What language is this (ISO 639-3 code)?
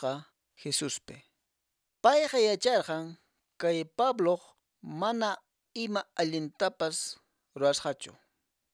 que